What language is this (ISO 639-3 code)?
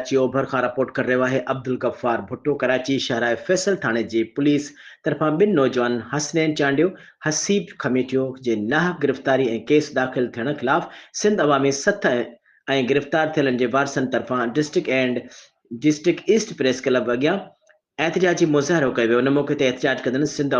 snd